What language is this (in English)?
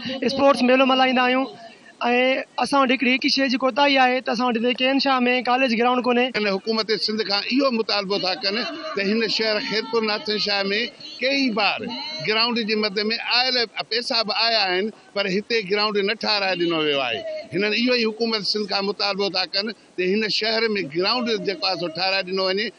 Sindhi